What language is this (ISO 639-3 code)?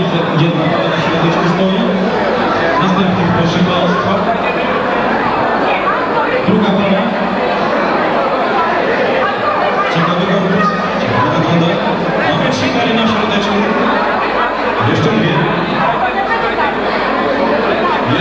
pol